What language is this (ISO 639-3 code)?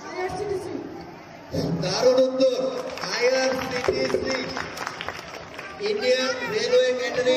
ben